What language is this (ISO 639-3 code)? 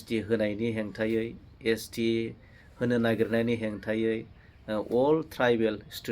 brx